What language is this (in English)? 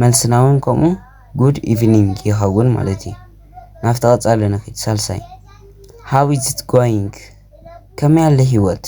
Tigrinya